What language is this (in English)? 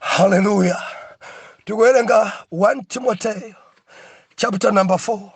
Nyanja